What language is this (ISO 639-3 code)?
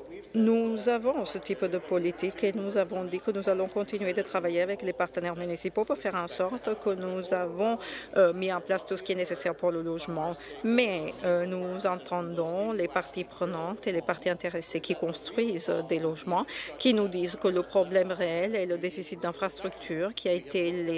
fra